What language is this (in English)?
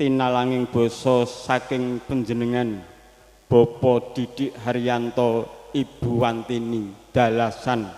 Javanese